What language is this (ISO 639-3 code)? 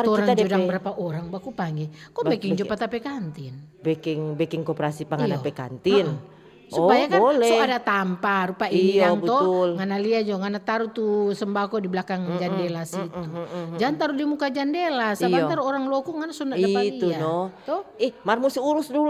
xmm